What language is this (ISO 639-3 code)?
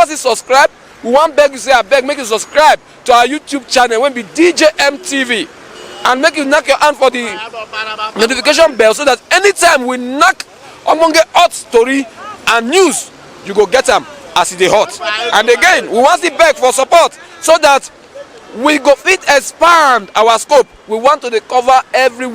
pcm